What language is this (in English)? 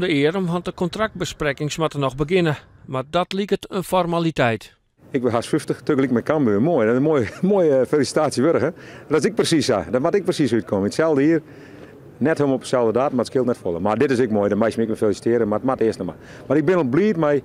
Western Frisian